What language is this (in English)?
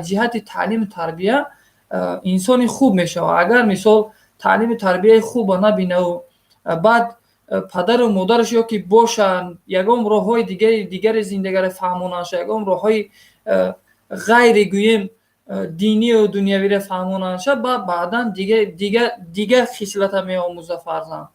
Tajik